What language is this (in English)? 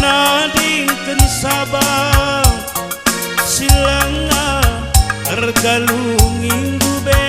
Batak Karo